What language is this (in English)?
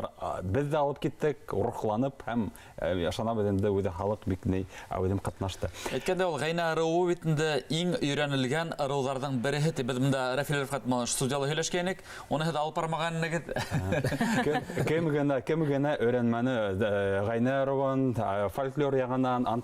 Bashkir